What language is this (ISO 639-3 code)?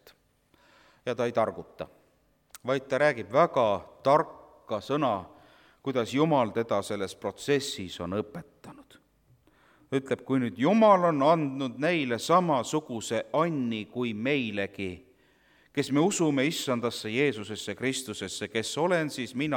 est